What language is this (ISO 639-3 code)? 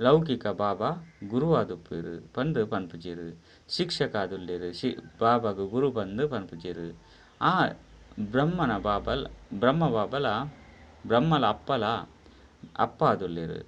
tcy